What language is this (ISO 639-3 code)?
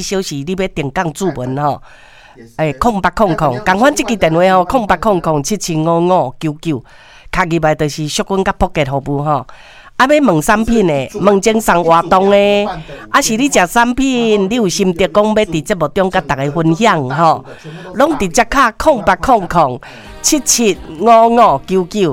nan